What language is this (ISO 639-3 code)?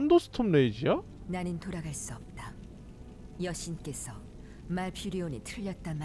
kor